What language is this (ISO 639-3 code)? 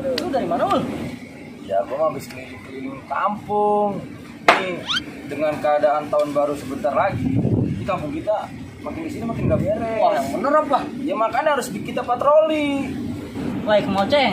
bew